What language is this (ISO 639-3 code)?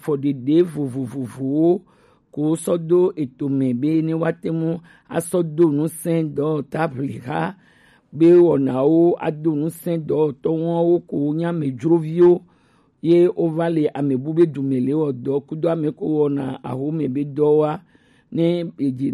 gej